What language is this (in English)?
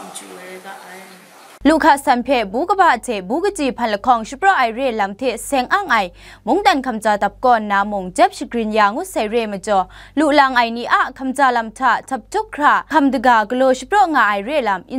Kachin